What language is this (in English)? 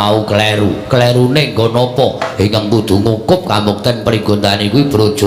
Javanese